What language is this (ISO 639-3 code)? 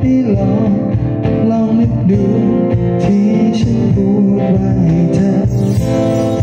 tha